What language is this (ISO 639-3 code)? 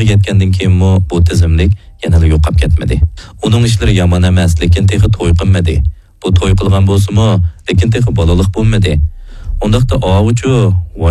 uig